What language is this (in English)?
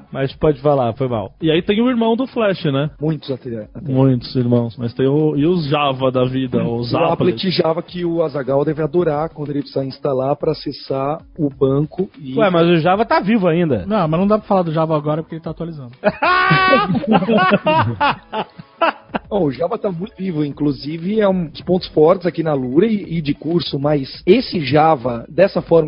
Portuguese